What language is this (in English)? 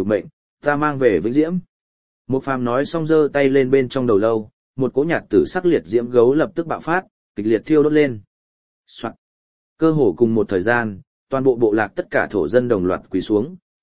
Vietnamese